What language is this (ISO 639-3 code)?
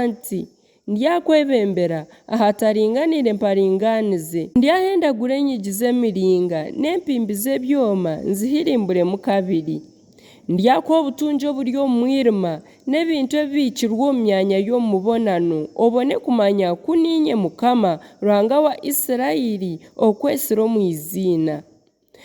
nyn